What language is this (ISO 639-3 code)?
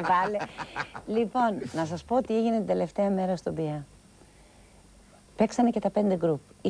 ell